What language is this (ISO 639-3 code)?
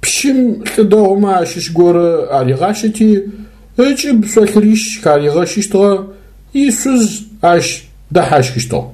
ady